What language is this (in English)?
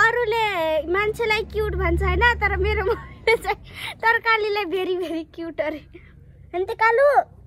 Nepali